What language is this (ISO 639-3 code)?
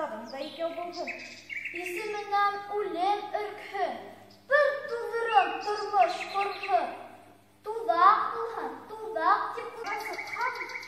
bak